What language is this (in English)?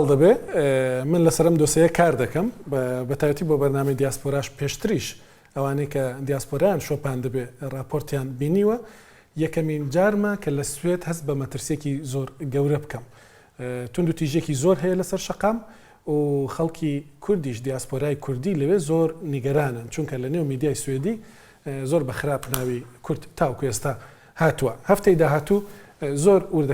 Central Kurdish